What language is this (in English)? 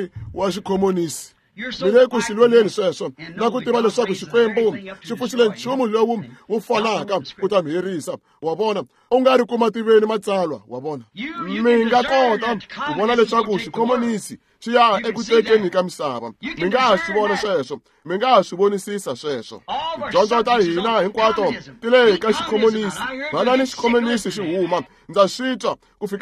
Tsonga